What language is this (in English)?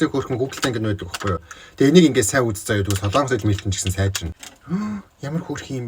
Mongolian